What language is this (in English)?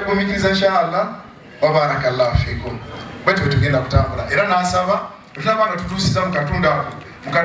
Ganda